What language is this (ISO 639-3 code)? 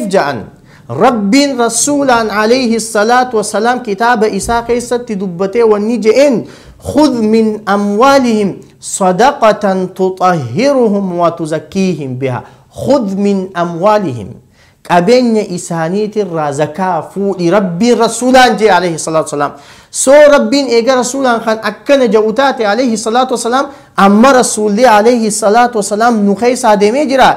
orm